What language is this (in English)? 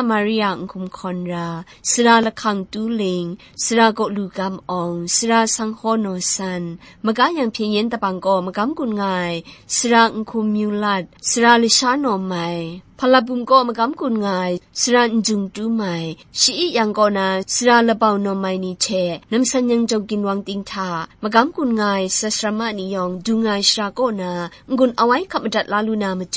Kachin